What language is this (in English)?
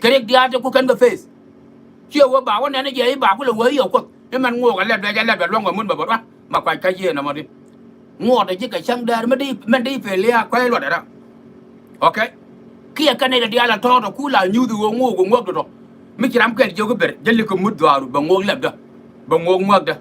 Nuer